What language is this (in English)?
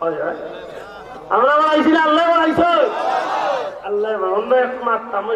Sylheti